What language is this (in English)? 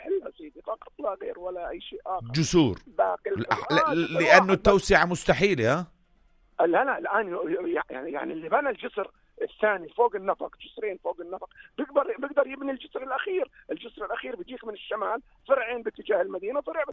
North Levantine Arabic